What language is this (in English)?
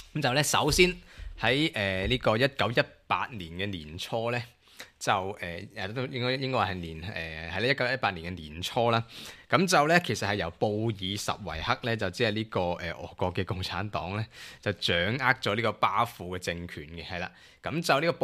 Cantonese